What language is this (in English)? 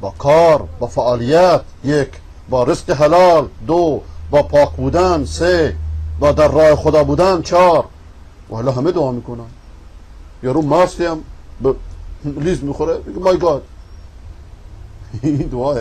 Persian